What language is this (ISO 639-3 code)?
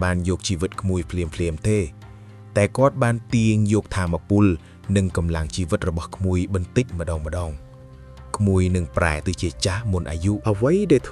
khm